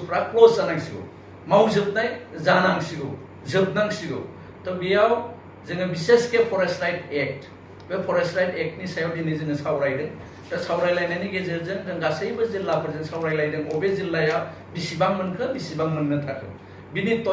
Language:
Bodo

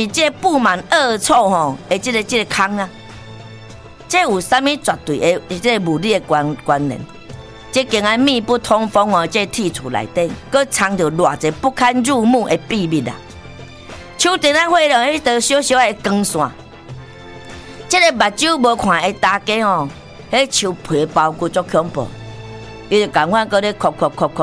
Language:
Min Nan Chinese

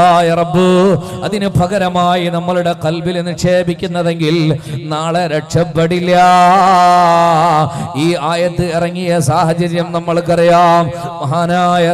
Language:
Malayalam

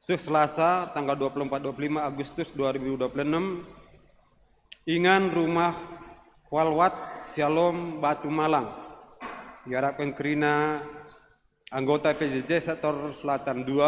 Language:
Batak Karo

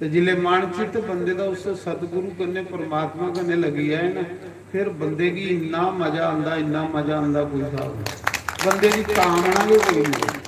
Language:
Dogri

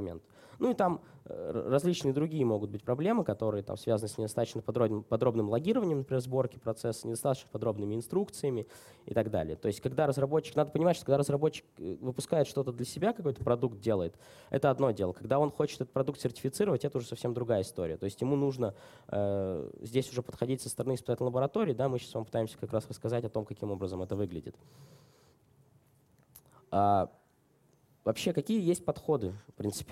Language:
Russian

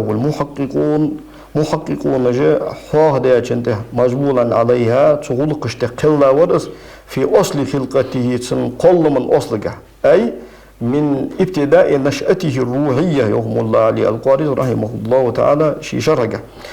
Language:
Ingush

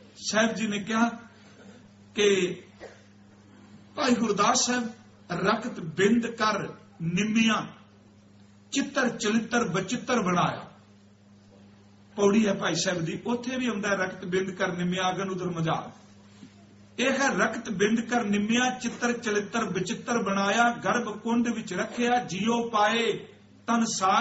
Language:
Punjabi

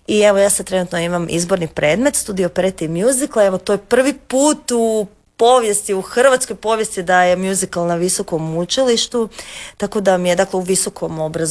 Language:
Croatian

